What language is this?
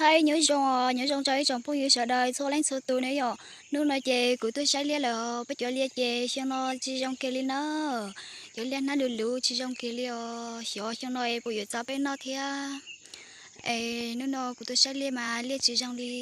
Hmong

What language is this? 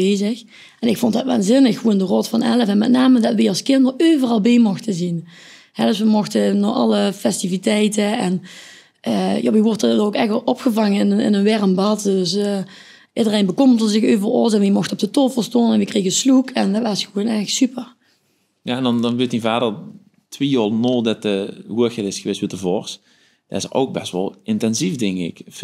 Limburgish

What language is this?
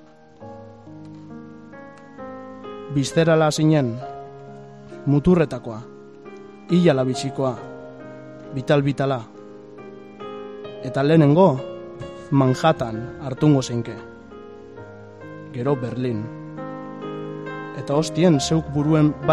Basque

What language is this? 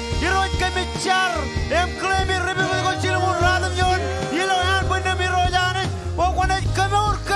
Marshallese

